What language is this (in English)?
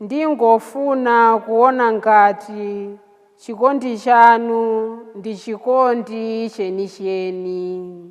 Nyanja